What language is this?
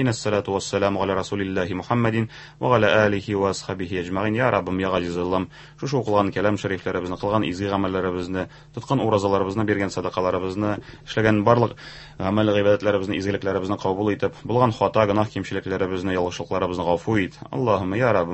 Tatar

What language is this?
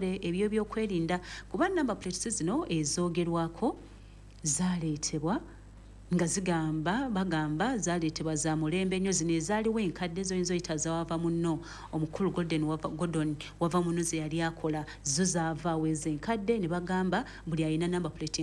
Ganda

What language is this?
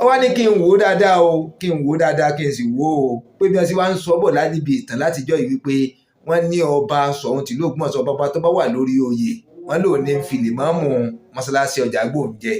Yoruba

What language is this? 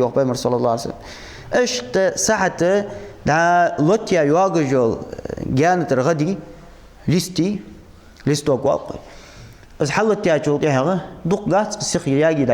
Ingush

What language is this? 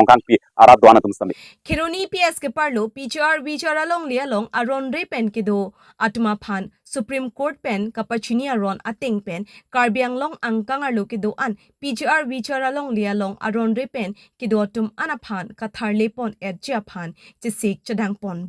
Karbi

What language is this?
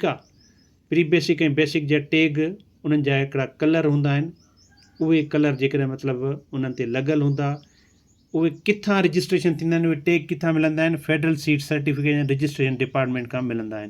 Sindhi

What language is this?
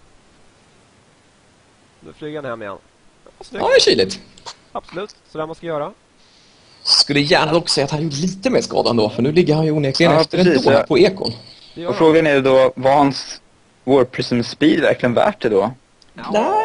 Swedish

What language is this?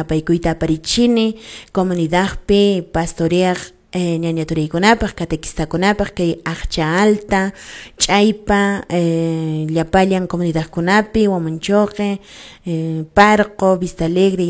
Quechua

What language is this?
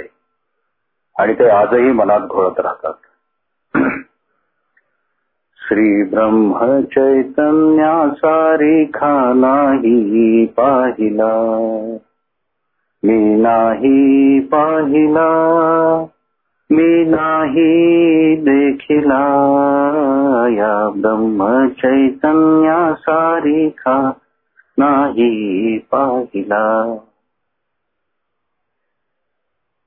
Marathi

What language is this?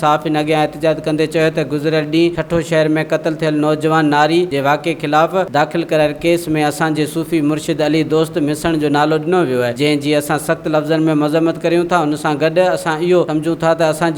Sindhi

